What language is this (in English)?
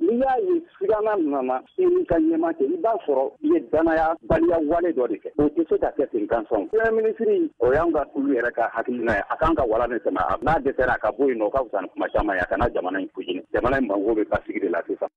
Bambara